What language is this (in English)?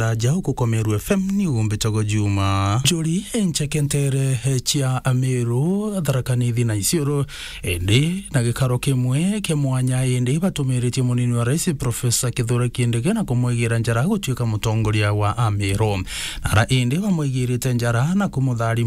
Meru